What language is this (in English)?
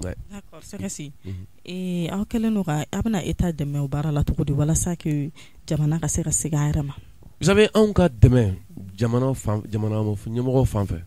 Bambara